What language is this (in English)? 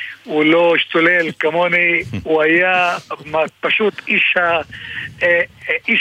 Hebrew